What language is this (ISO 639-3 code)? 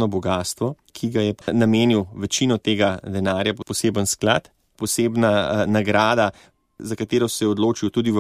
slv